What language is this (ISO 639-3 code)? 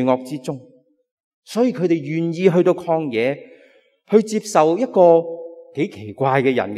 yue